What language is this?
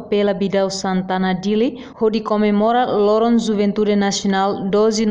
Tetum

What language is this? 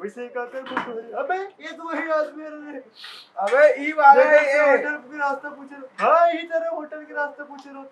Chhattisgarhi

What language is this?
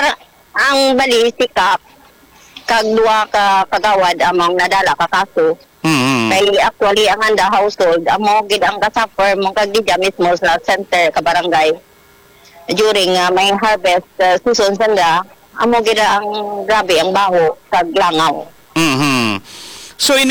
Hiligaynon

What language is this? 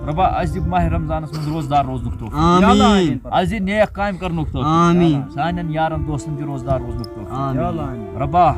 Kashmiri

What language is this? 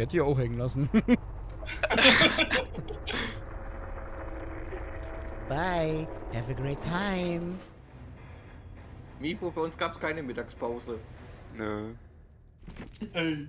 German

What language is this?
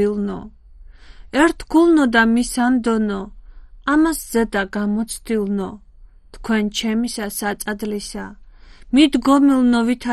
Georgian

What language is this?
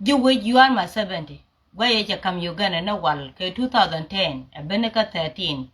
Nuer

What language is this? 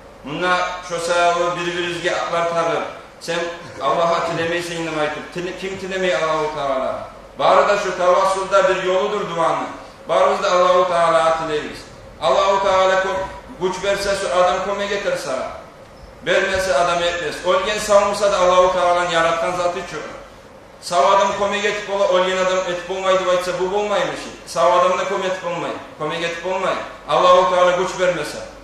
Kumyk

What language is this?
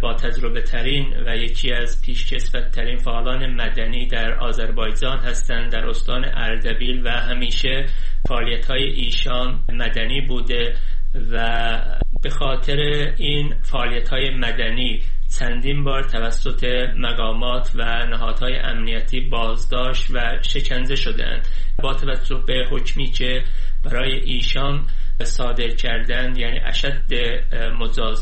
Persian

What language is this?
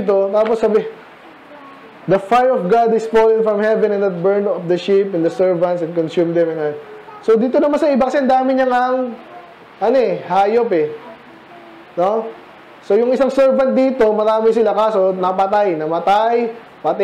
Filipino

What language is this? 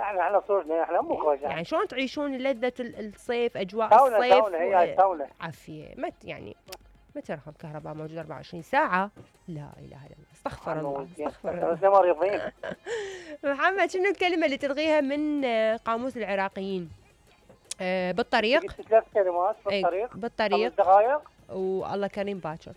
Mesopotamian Arabic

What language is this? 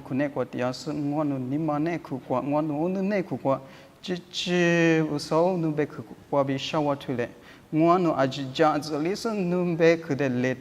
Lisu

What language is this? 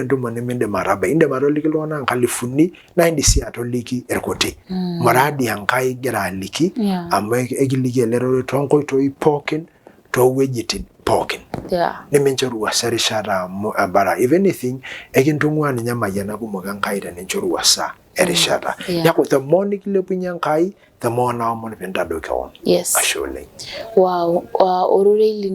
Masai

